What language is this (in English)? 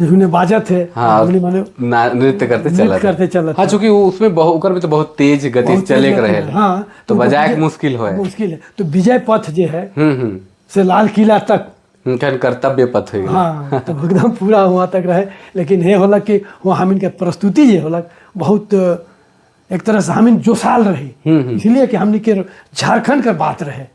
Sadri